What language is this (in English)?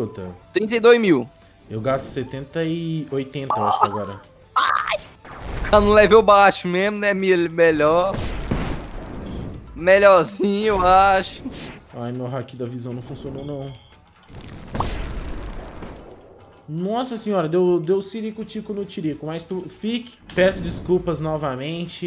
Portuguese